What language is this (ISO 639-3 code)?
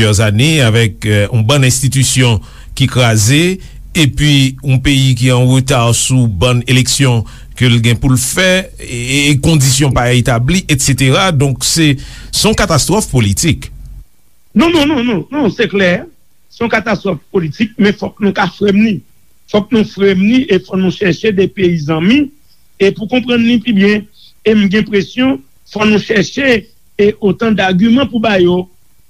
hat